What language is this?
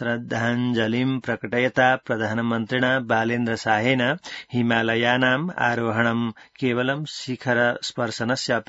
Sanskrit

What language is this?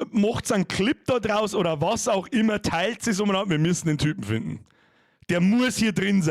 Bavarian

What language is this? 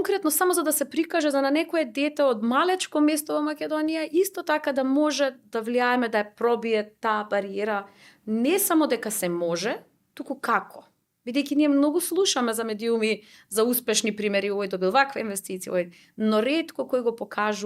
Macedonian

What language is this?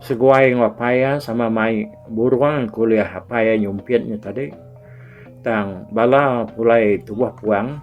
Iban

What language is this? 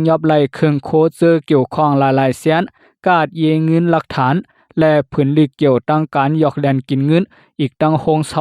Shan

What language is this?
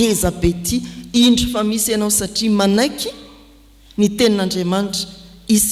Malagasy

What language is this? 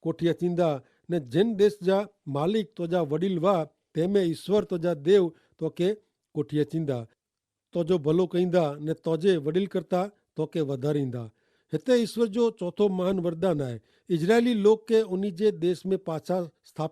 Kachhi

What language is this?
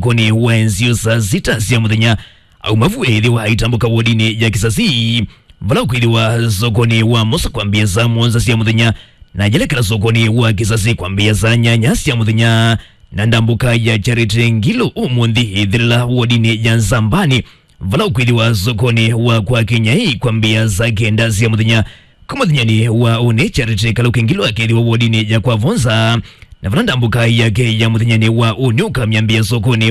Kamba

